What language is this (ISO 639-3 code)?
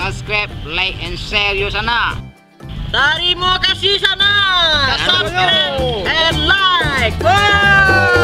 min